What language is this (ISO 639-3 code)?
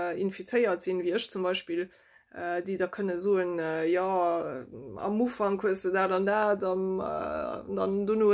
ltz